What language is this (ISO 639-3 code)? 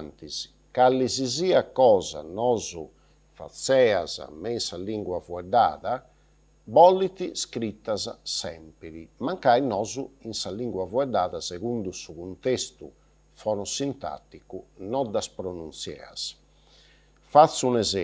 srd